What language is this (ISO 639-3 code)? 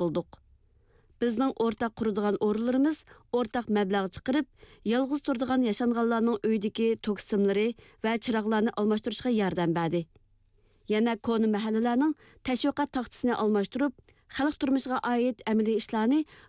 uig